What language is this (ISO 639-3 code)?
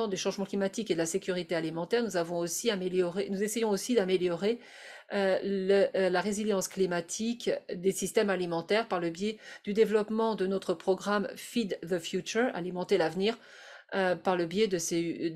fra